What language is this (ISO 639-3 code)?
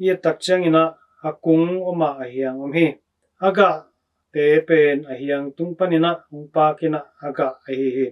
ctd